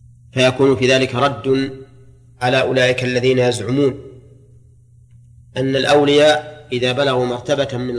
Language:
Arabic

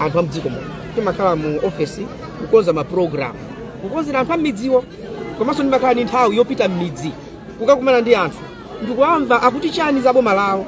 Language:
Nyanja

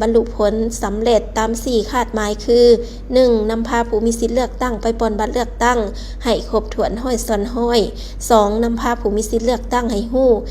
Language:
Lao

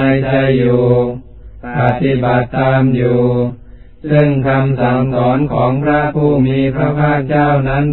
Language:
Thai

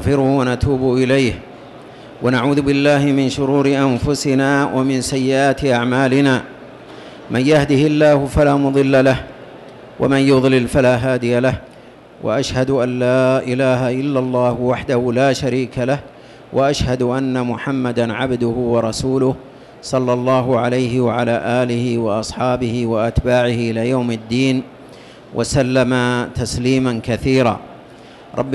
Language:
Arabic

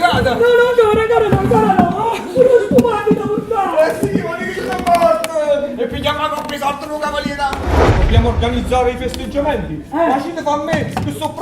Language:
Neapolitan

